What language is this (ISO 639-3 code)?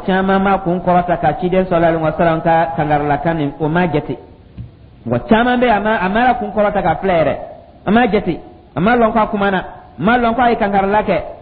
dyu